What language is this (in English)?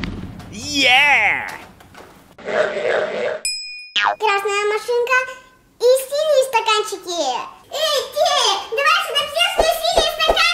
Russian